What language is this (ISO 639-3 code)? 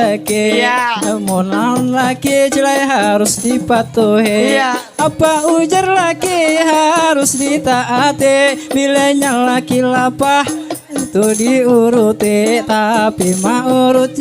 bjn